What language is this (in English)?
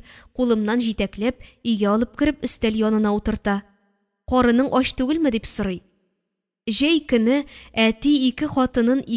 Tatar